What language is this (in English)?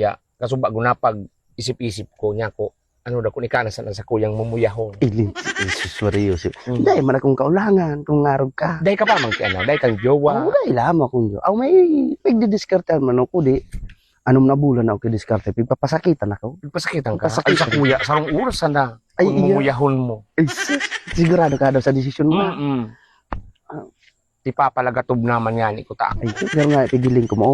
Bikol